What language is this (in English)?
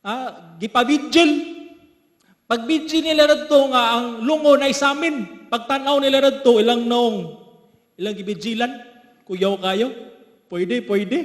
Cebuano